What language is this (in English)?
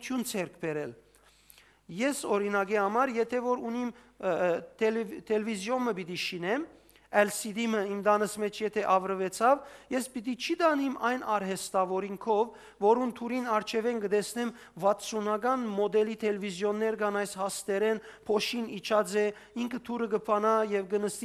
Western Armenian